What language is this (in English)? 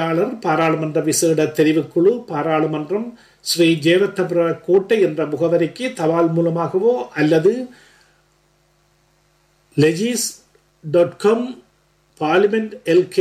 Tamil